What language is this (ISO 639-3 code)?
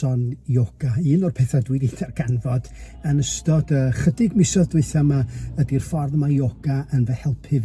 cym